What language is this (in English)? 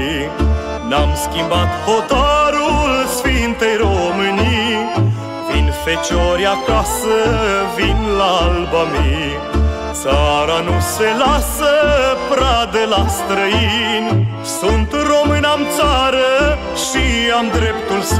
Romanian